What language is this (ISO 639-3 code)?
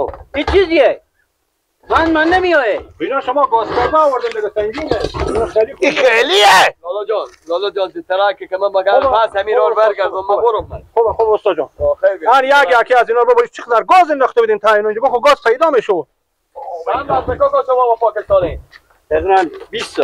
fas